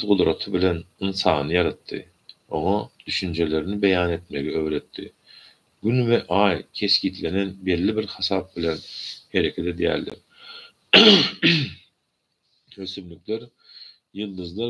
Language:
Turkmen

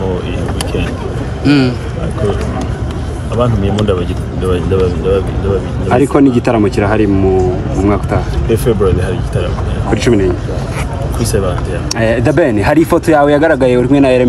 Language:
Kinyarwanda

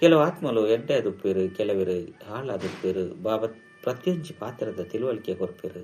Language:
Tulu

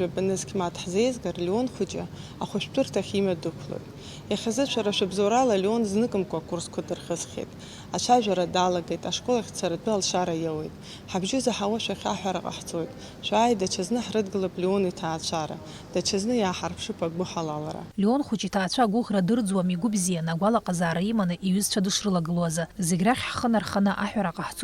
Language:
Abkhazian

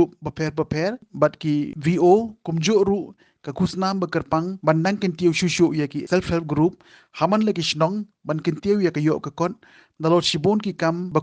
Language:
Khasi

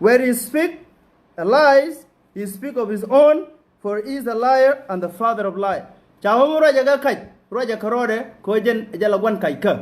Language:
Nuer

